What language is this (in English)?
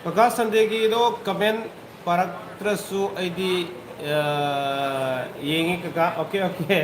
Manipuri